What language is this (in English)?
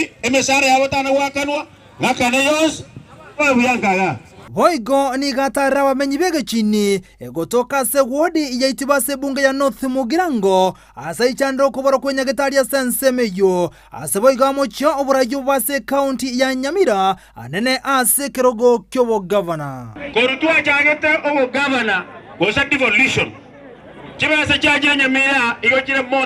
Gusii